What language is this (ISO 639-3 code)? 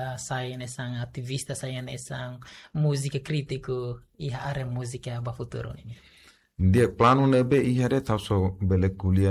tet